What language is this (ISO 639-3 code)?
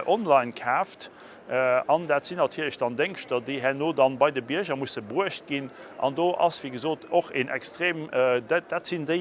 ltz